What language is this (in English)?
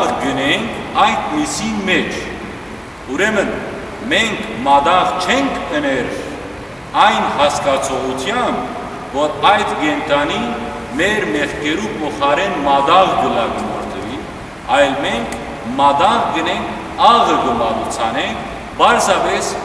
Western Armenian